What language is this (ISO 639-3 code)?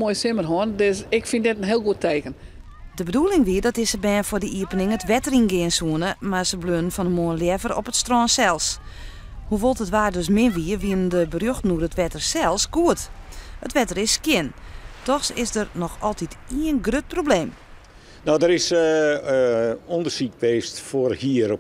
fry